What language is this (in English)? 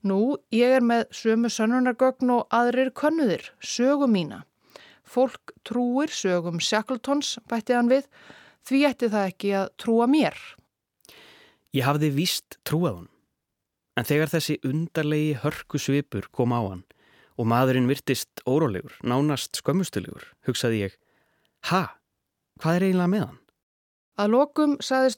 Icelandic